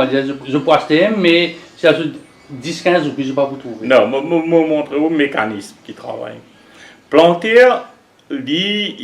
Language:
Morisyen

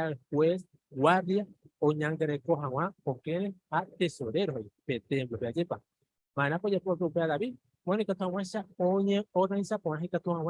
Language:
Guarani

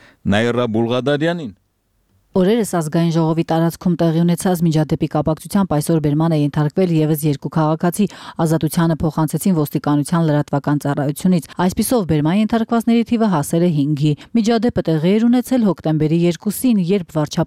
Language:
Armenian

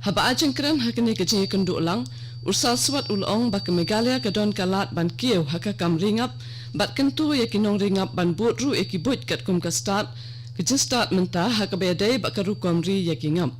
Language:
Khasi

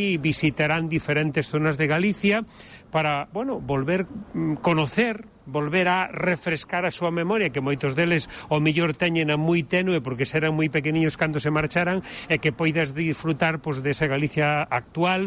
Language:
Galician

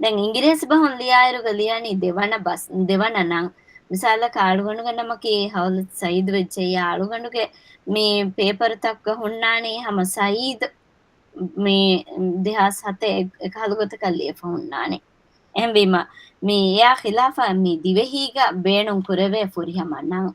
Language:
Divehi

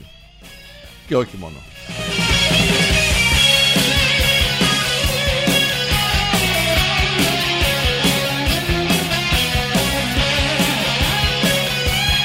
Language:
Greek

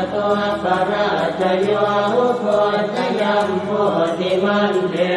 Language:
Pali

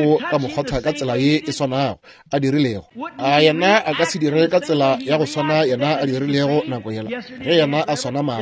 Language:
Northern Sotho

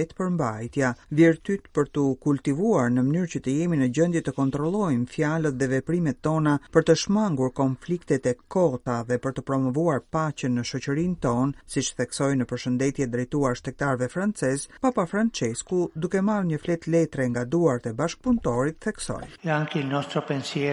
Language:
Albanian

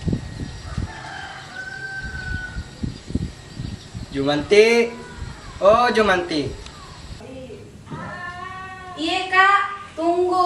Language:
Indonesian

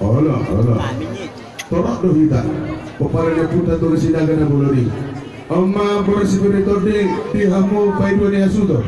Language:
Batak Toba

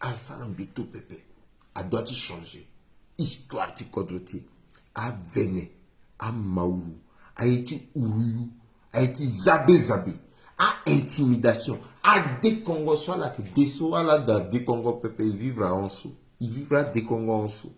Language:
Sango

